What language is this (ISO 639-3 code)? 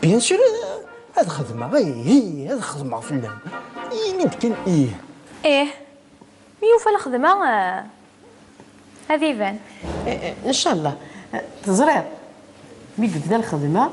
kab